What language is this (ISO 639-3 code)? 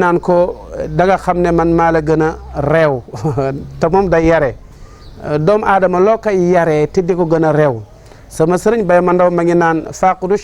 wol